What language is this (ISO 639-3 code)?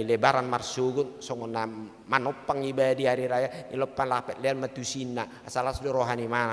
bbc